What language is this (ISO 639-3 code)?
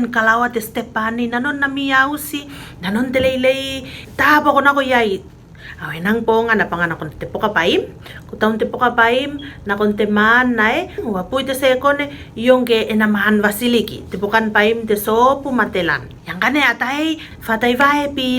tvl